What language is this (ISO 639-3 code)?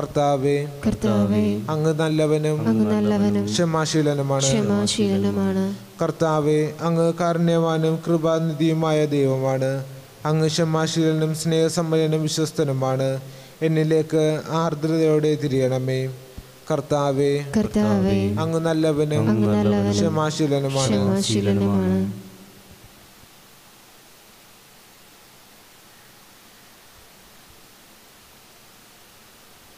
mal